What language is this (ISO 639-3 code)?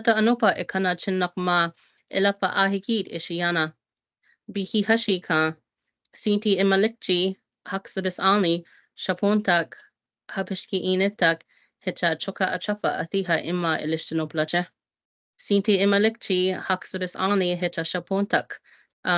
cho